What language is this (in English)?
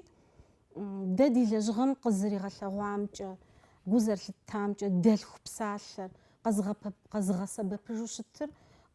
Kabardian